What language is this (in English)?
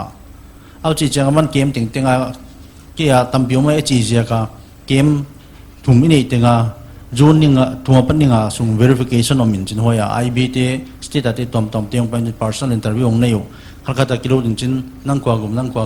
Paite Chin